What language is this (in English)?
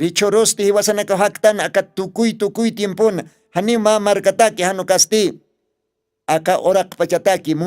Aymara